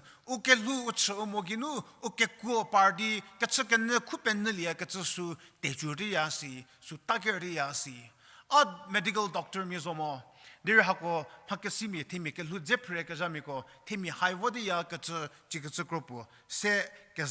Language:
Angami Naga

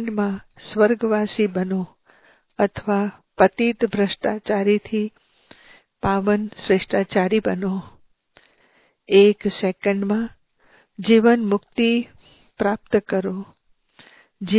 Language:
Gujarati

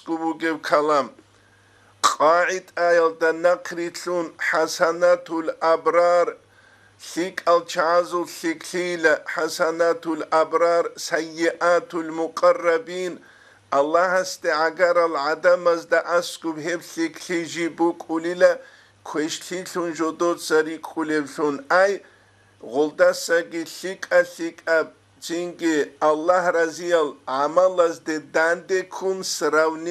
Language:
Avaric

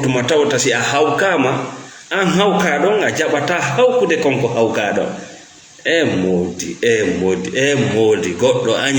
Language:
Fula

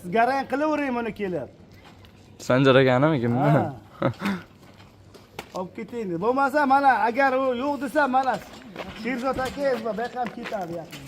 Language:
Uzbek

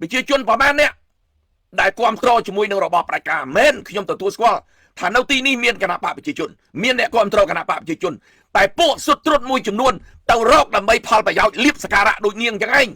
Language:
Khmer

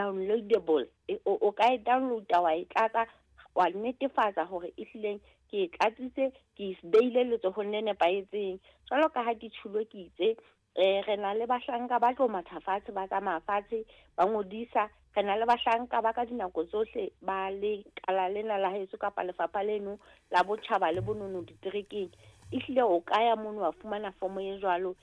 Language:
Southern Sotho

